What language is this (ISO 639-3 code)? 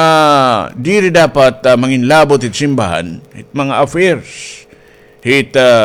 war